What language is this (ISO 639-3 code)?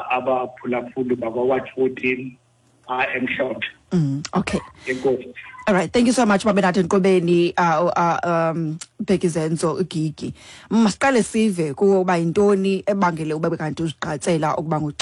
xho